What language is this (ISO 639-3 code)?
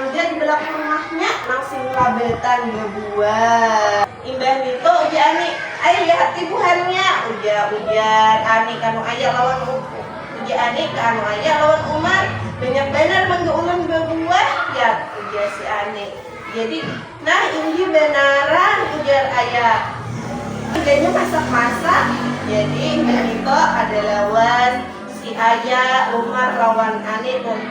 bjn